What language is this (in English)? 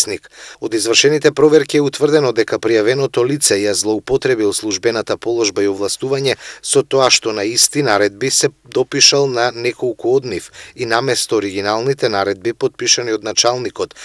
Macedonian